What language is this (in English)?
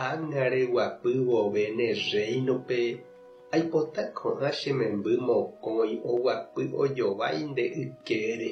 Guarani